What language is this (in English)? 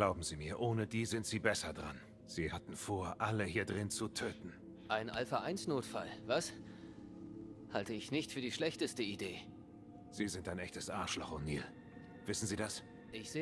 German